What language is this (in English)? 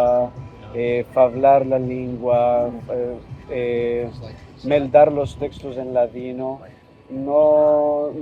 Ladino